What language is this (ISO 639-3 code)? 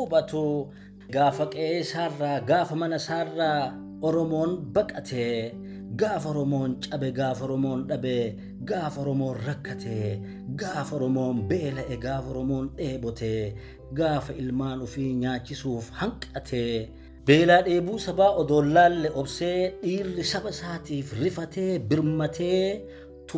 orm